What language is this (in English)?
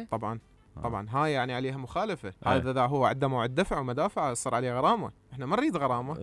Mesopotamian Arabic